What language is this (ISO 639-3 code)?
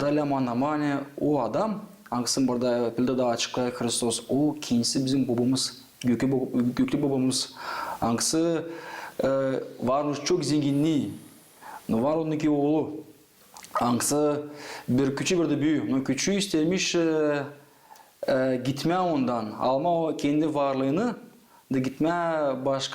gag